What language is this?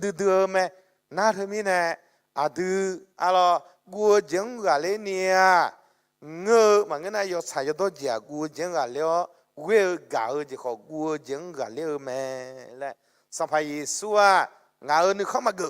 Akha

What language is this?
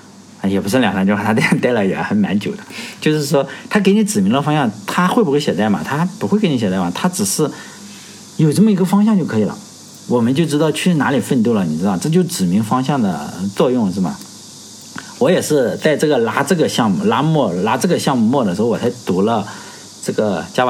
Chinese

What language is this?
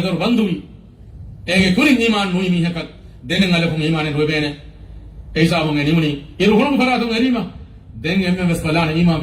Divehi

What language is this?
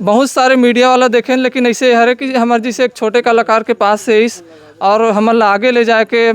Chhattisgarhi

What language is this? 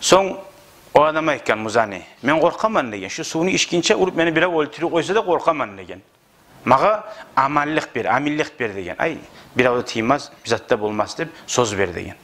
Kumyk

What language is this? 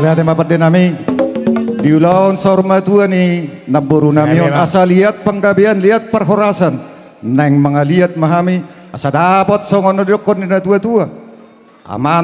Batak Toba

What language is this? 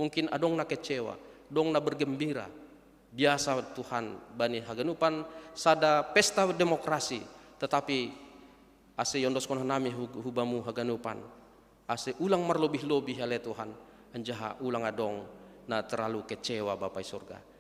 Batak Simalungun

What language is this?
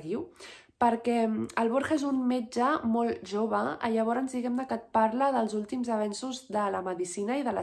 Catalan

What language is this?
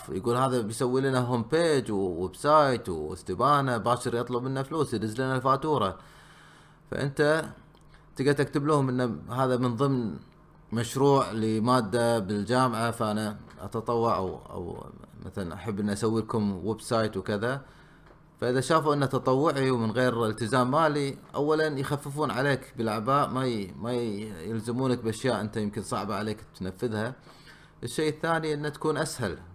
Gulf Arabic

